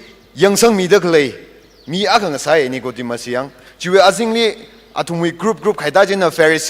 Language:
Tangkhul Naga (India)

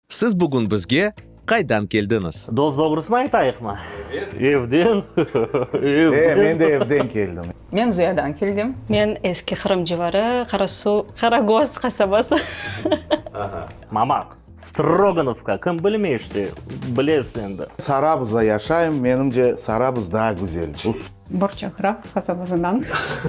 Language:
Crimean Tatar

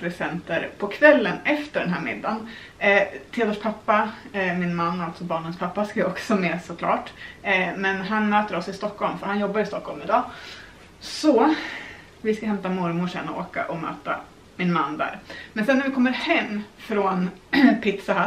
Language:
Swedish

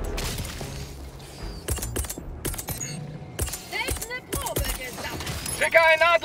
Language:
German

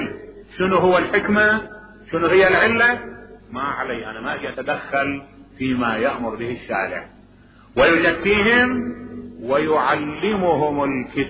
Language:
Mesopotamian Arabic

